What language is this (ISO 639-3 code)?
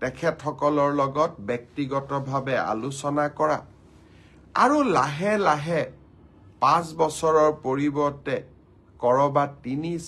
asm